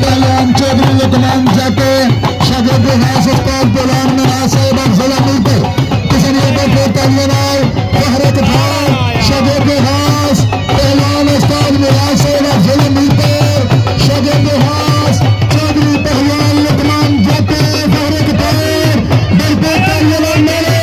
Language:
Pahari-Potwari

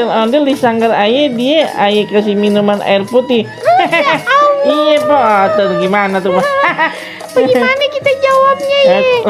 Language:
Betawi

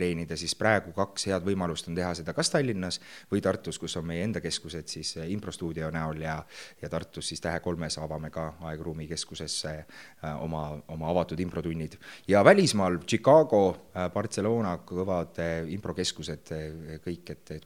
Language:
Estonian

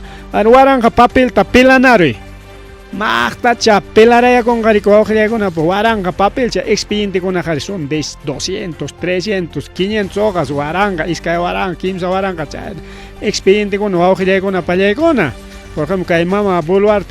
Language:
Ayacucho Quechua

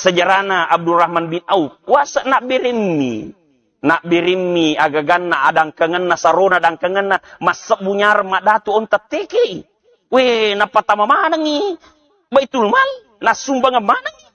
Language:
Buginese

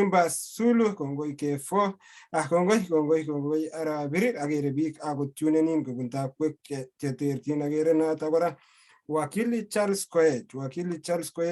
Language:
Kalenjin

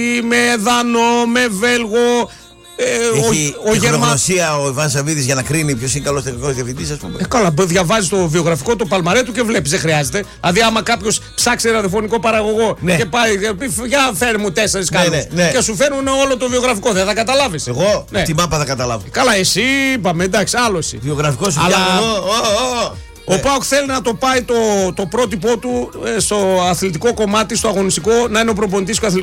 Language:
Greek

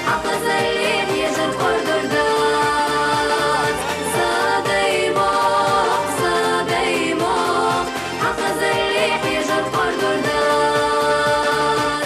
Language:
Chechen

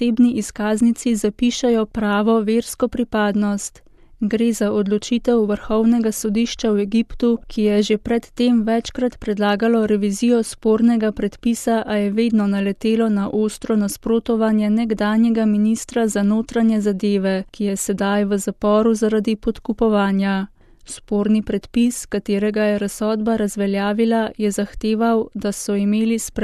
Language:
Slovenian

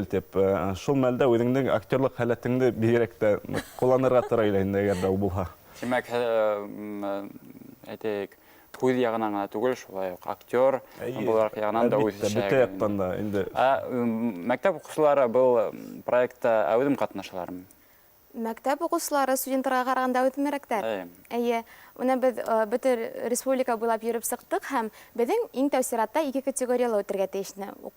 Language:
Bashkir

